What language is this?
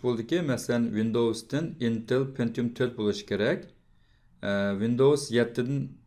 Uyghur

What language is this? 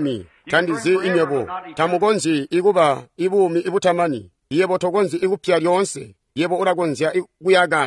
Tonga (Zambia)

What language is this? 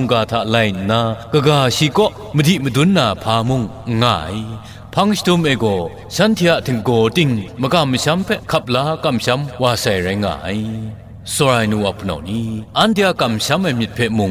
Kachin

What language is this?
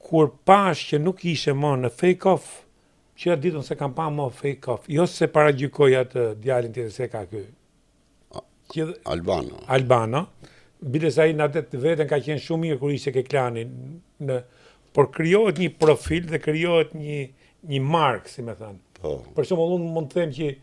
Albanian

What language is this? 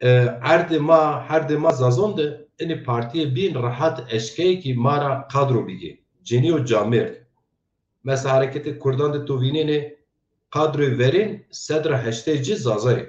Zaza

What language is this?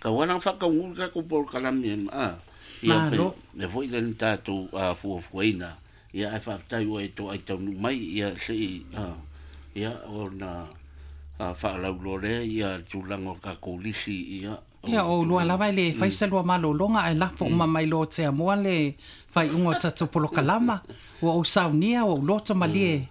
Samoan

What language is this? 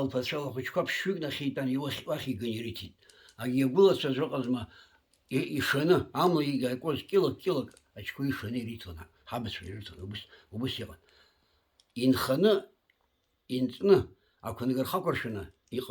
Abkhazian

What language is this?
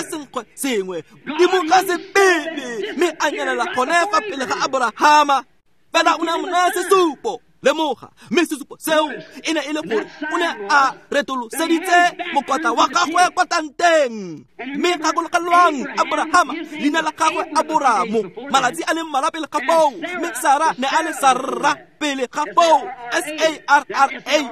Tswana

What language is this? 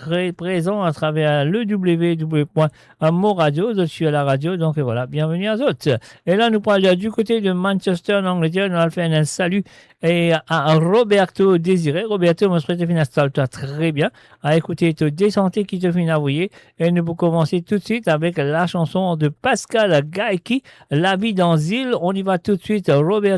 Morisyen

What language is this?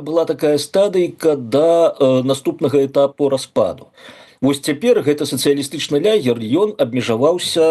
Belarusian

